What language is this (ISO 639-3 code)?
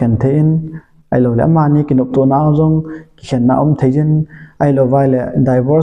tcz